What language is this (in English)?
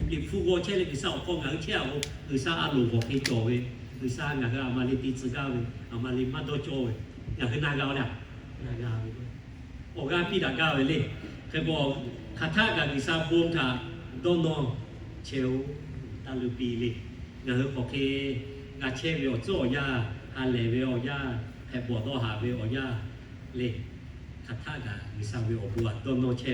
Lahu